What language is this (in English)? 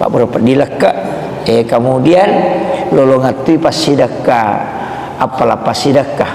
Buginese